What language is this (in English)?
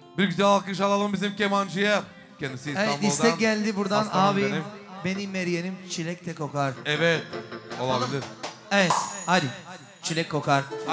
Turkish